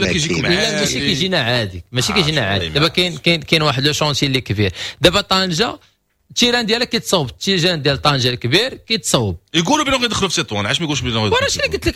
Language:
Moroccan Arabic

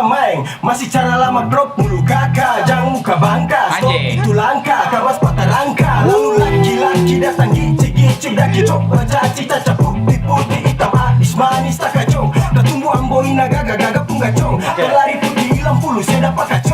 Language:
Ambonese Malay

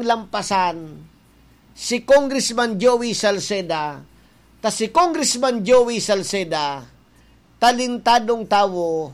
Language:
Bikol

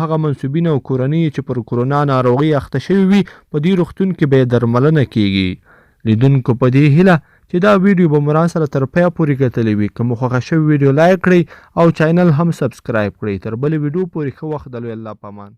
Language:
Pashto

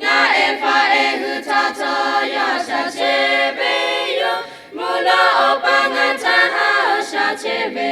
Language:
Lahu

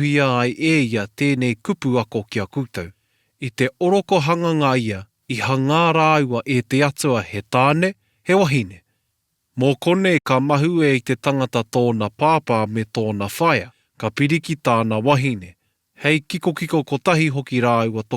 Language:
Māori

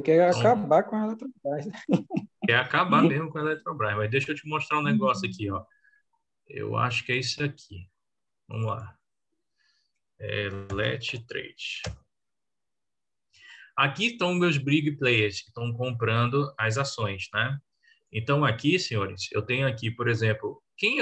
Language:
Portuguese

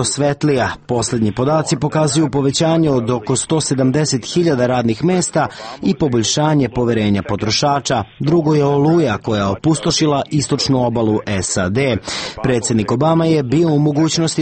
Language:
Serbian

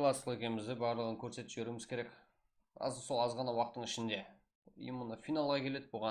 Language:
Kara-Kalpak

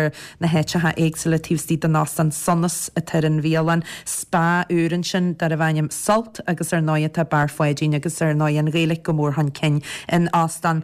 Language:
Irish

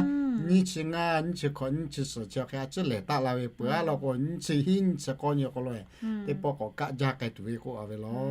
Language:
Lahu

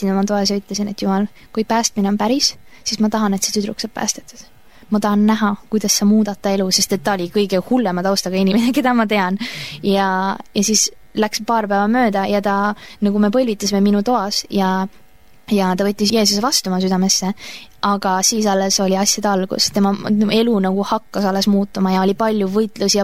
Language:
Estonian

